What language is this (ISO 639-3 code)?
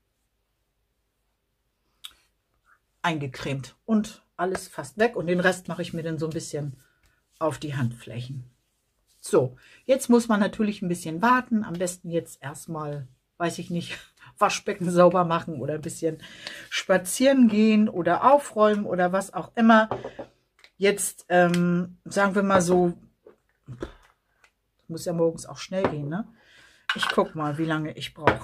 deu